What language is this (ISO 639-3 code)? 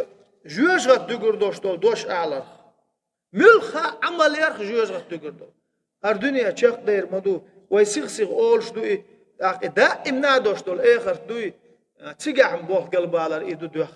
che